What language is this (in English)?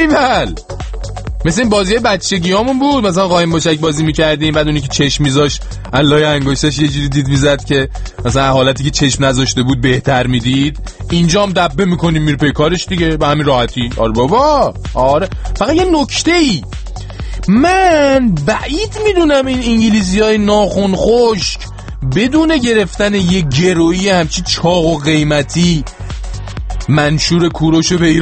Persian